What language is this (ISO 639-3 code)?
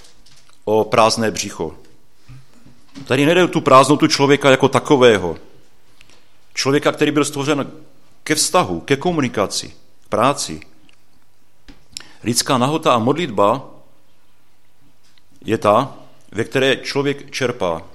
ces